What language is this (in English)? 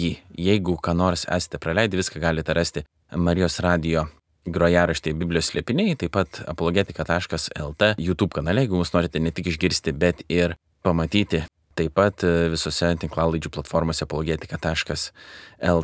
Lithuanian